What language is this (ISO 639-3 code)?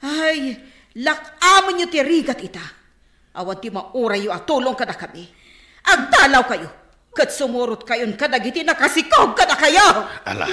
ilo